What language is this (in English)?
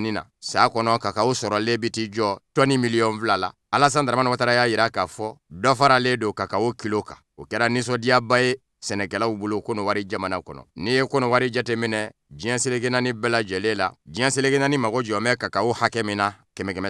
Bambara